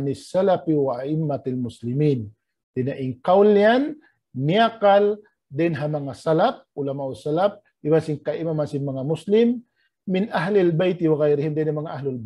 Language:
Tausug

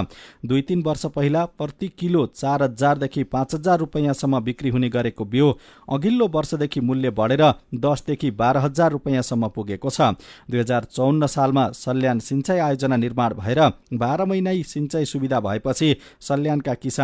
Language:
Nepali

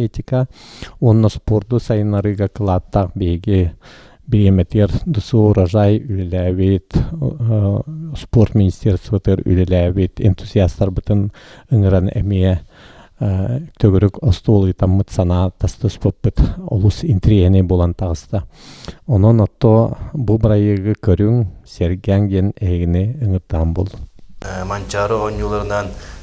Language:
Yakut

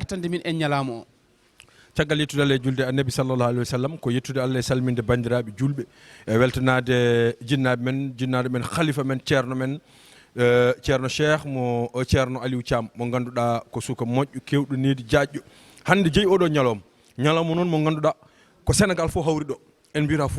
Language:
Fula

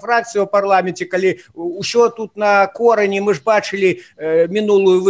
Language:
Belarusian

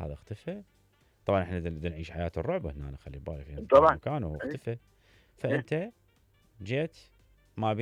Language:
Mesopotamian Arabic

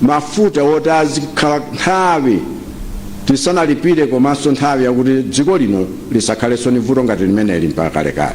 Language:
Nyanja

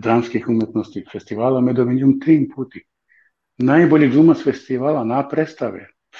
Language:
Balkan Romani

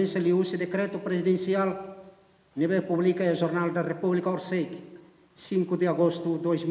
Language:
Tetum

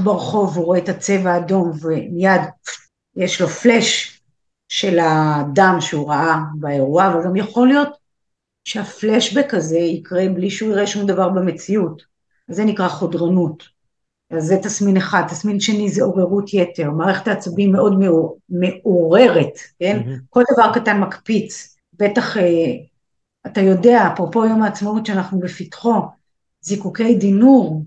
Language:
Hebrew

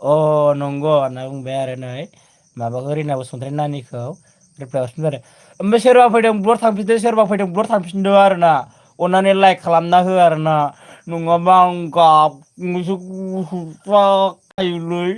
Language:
Bodo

